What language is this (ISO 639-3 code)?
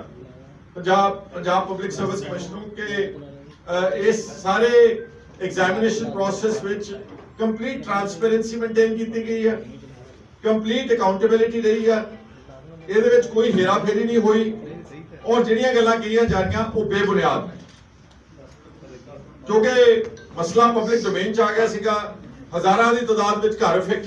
pan